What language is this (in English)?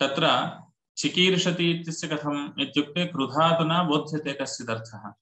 Sanskrit